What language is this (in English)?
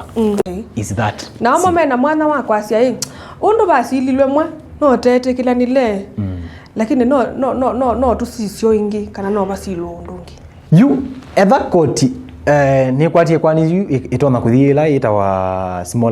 Kamba